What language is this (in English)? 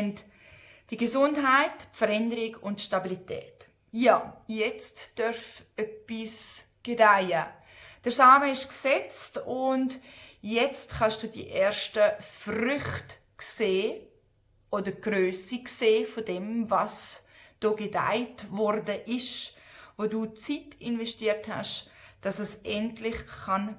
Swiss German